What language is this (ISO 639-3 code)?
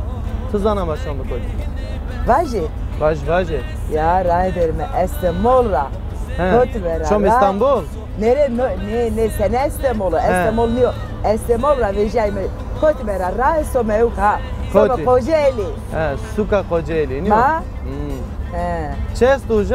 zza